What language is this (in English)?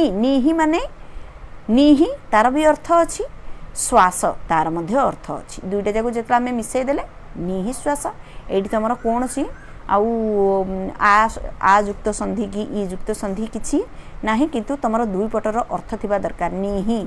Odia